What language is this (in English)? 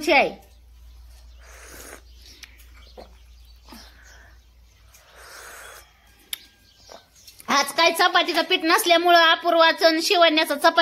Marathi